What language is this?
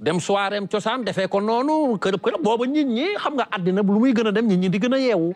Wolof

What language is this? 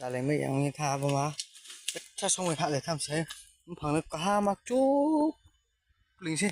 Riang (India)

